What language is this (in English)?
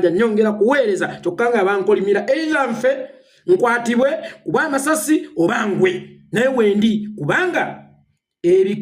Ganda